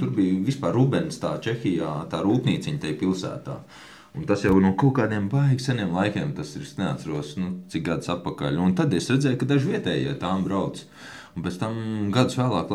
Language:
Latvian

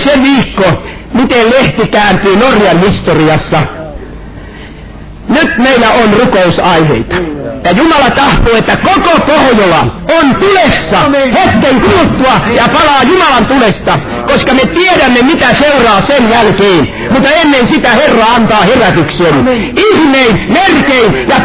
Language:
Finnish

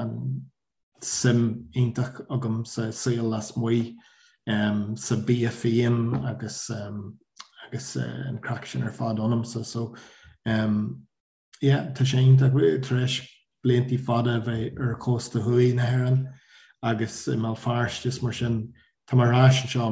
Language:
Irish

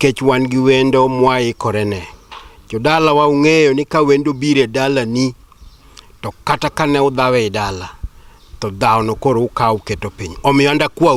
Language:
Luo (Kenya and Tanzania)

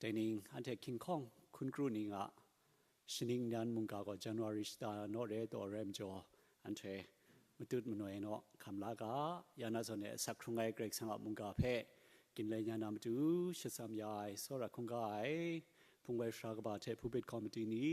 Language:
Kachin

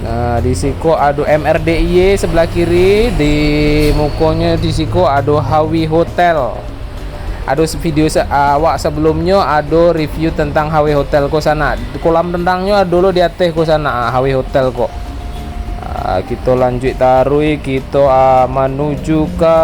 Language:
Minangkabau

